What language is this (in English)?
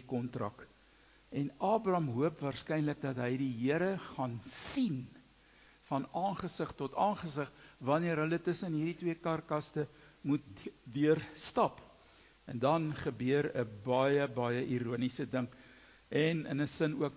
Afrikaans